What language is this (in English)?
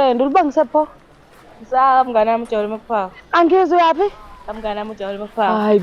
Zulu